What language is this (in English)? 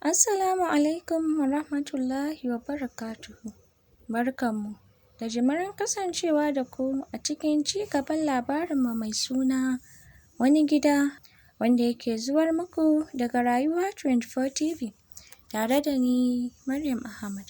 Hausa